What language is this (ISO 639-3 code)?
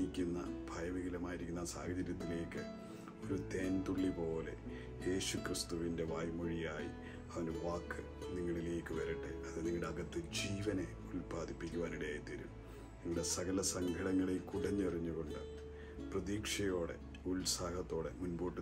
mal